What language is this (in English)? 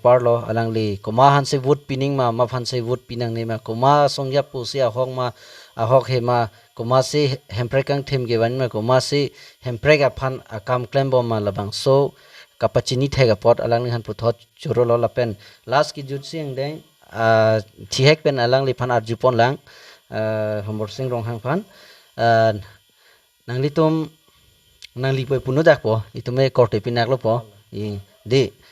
Karbi